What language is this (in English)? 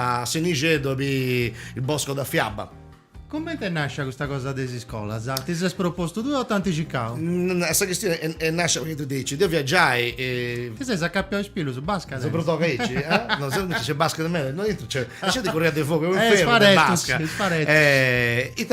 Sardinian